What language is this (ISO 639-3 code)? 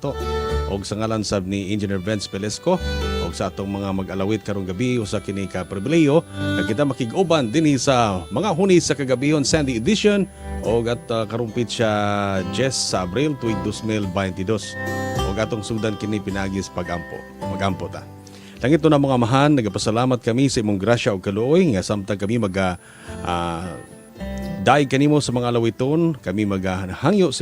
ceb